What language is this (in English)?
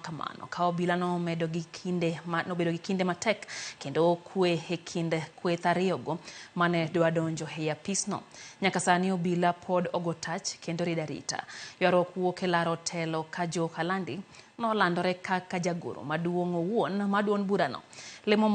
Luo (Kenya and Tanzania)